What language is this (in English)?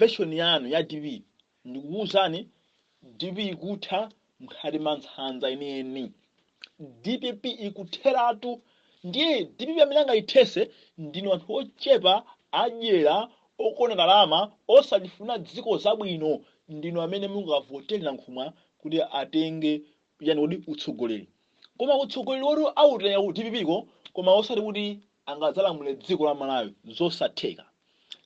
Nyanja